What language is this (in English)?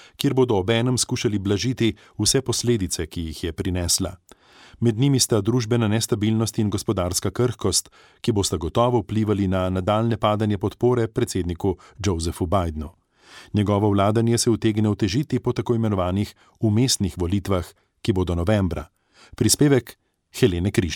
Slovenian